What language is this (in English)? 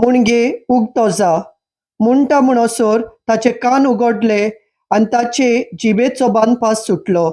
Konkani